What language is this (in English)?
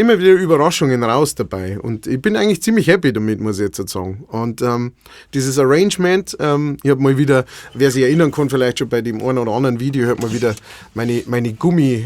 Bavarian